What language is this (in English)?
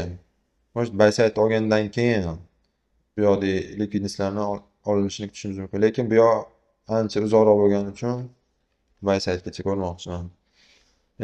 Uzbek